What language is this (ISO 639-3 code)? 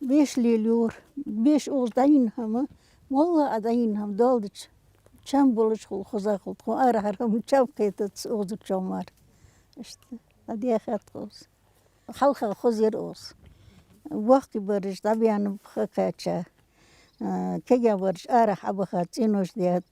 inh